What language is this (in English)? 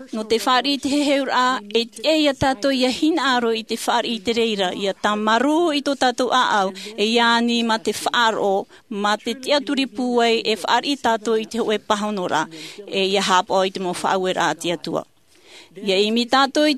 Tahitian